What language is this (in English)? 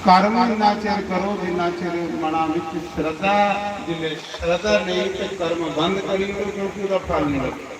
Dogri